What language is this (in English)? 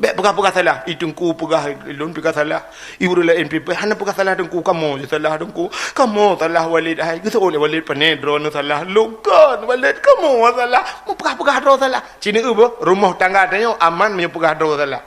Achinese